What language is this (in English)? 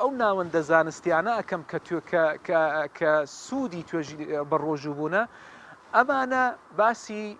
Central Kurdish